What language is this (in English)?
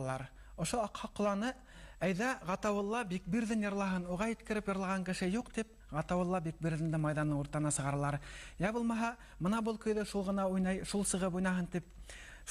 Bashkir